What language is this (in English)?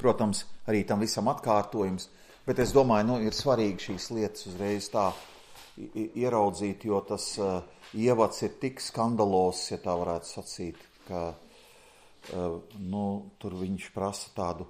Latvian